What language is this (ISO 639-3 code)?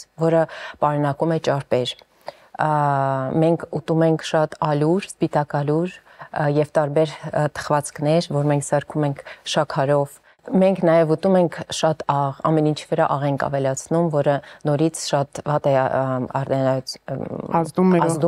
hye